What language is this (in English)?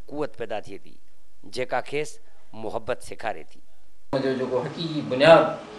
Sindhi